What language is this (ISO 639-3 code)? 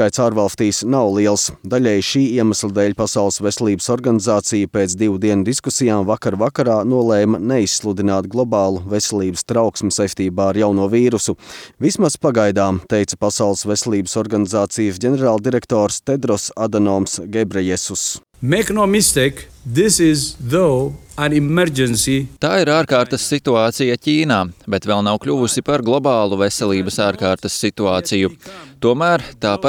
lav